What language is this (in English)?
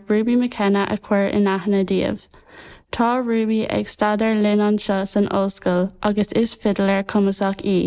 Irish